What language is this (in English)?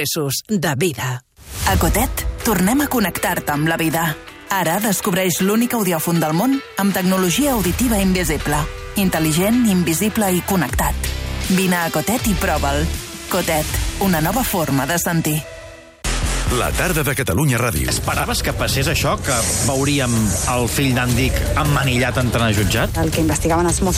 Catalan